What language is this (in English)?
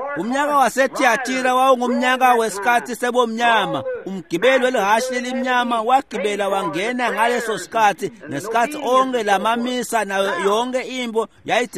Swati